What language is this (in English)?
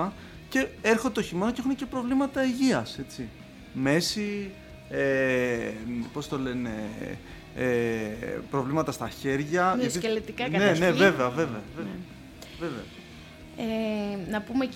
Greek